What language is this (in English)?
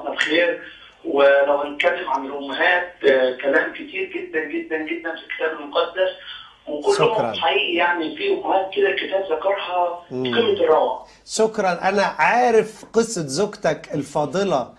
Egyptian Arabic